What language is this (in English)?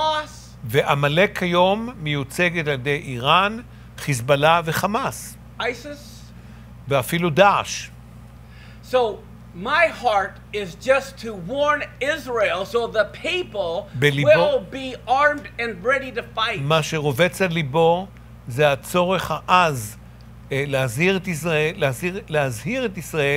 Hebrew